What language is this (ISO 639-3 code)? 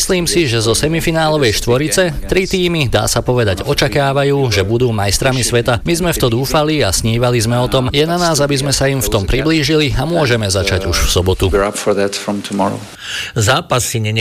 slk